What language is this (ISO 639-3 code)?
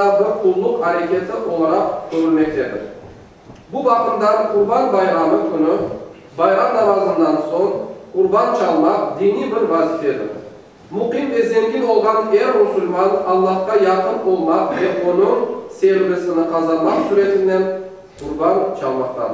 crh